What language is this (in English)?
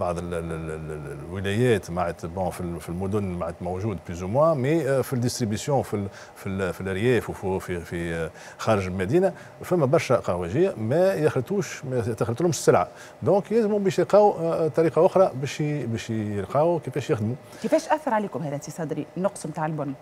Tunisian Arabic